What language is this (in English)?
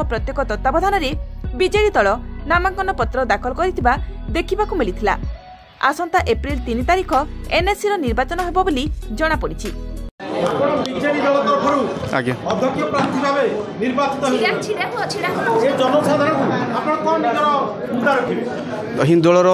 Odia